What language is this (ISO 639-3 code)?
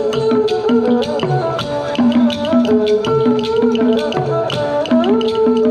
vie